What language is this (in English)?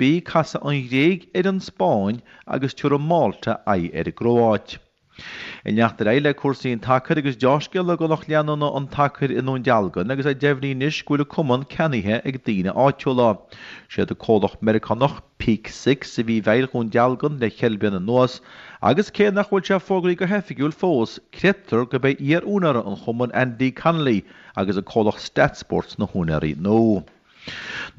Irish